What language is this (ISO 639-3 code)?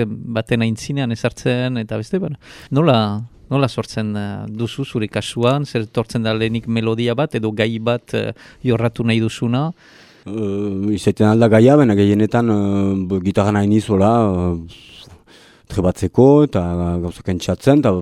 eus